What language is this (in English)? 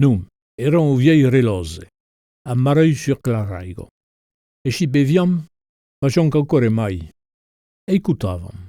Occitan